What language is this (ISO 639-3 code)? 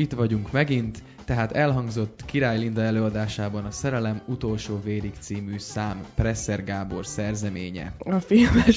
hun